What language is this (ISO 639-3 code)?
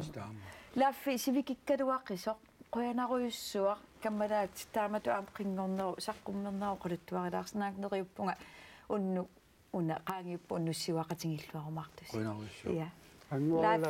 kal